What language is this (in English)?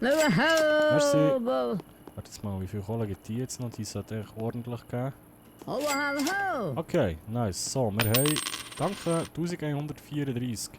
Swiss German